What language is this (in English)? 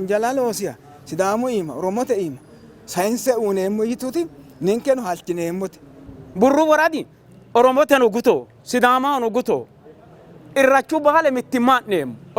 Sidamo